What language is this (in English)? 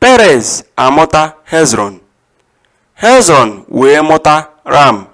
Igbo